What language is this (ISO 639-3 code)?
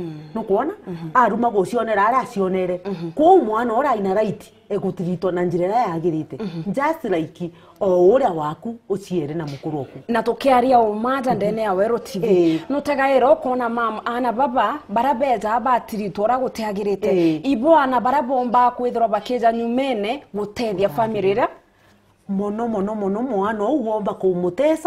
mer